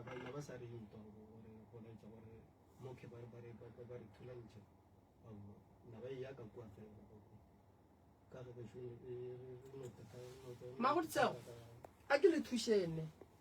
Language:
Northern Sotho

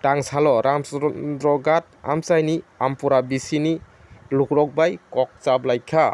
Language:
Kok Borok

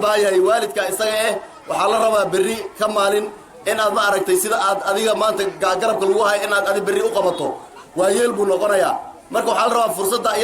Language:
Somali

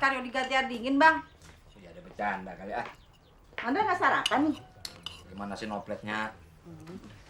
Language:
Betawi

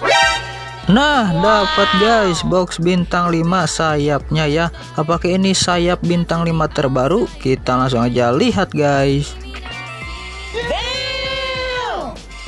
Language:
Indonesian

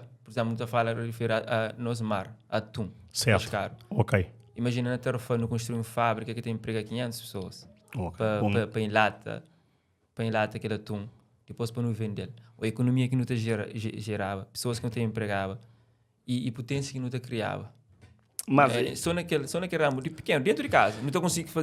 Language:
Kabuverdianu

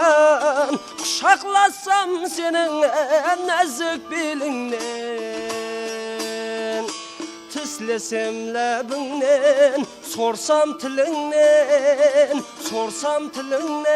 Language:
Kara-Kalpak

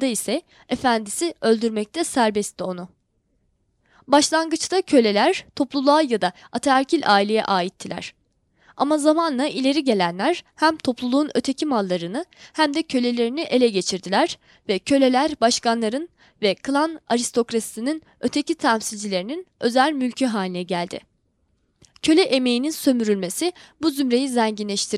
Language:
Turkish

